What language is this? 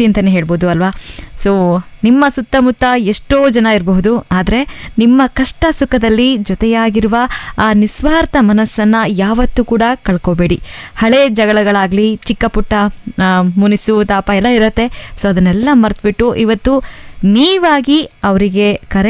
Kannada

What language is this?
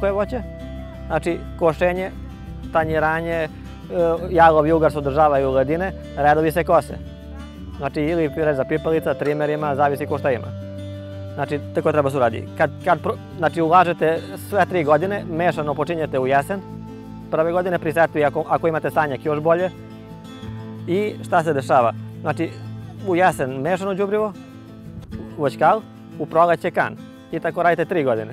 Serbian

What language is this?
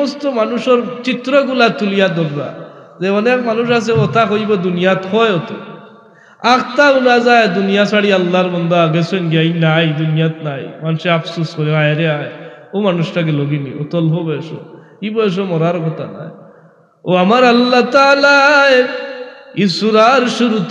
Sylheti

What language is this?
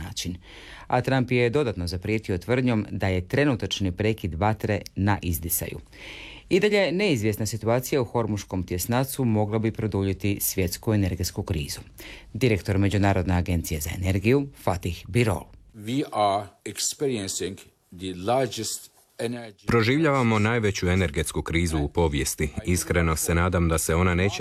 Croatian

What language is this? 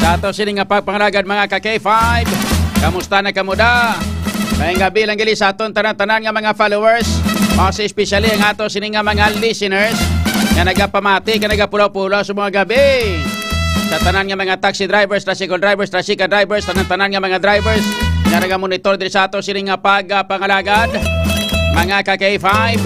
Hiligaynon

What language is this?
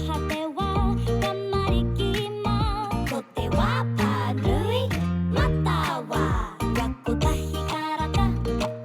Māori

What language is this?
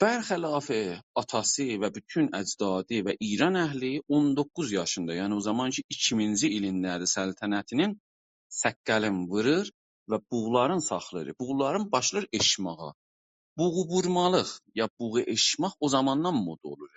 South Azerbaijani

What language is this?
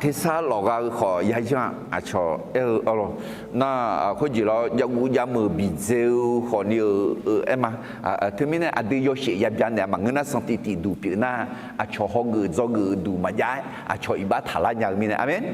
Akha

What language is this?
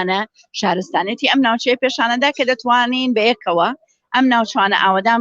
Central Kurdish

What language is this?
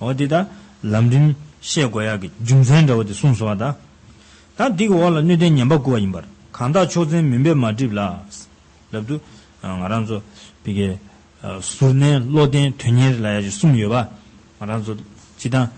Tibetan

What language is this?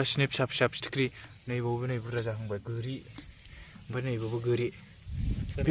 Bodo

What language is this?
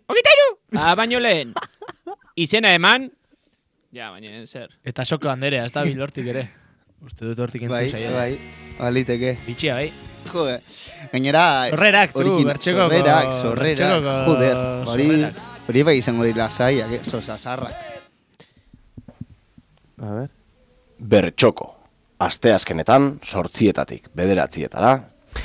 Basque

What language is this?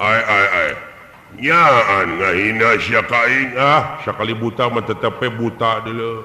Sundanese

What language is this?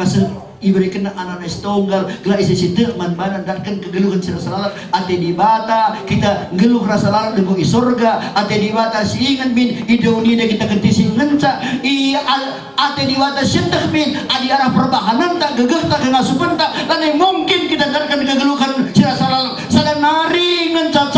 Batak Karo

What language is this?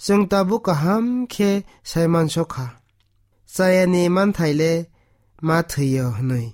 Kok Borok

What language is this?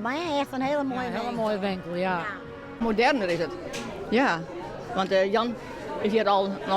Western Frisian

